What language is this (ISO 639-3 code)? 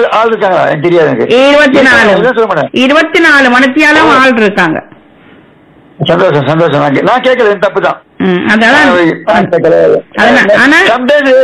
tam